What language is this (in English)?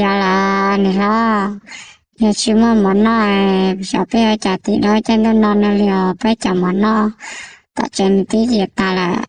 Hmong